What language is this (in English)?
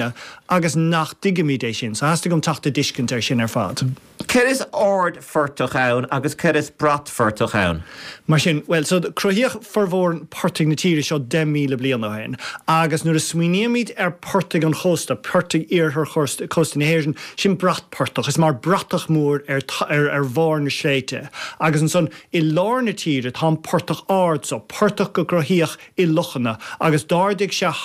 Irish